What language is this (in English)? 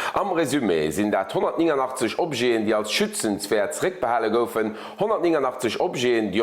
Luxembourgish